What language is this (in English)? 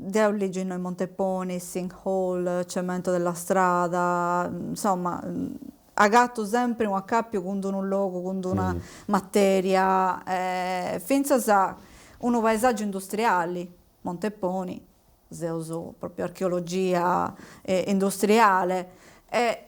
Sardinian